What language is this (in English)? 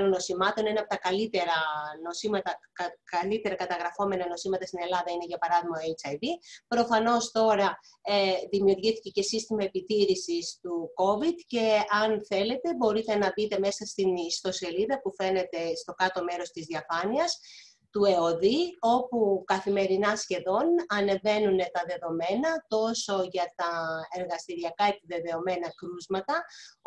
Greek